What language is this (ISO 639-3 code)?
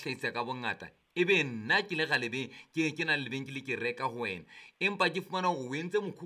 sot